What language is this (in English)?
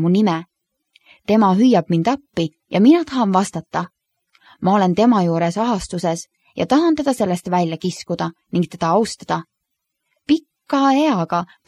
Estonian